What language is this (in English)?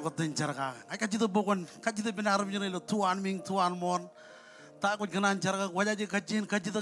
Marshallese